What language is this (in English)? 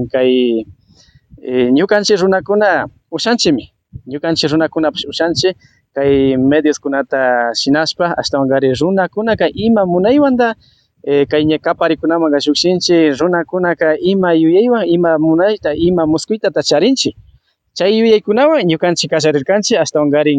Imbabura Highland Quichua